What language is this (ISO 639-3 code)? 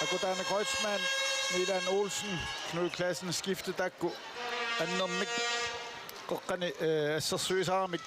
kal